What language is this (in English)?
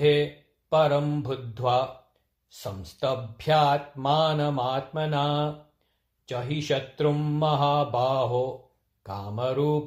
Sanskrit